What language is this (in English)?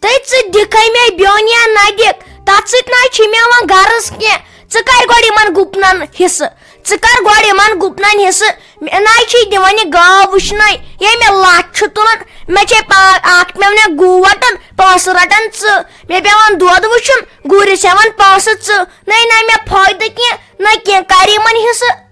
Kashmiri